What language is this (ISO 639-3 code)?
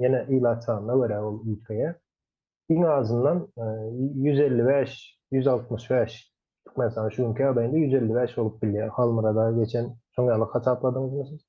tuk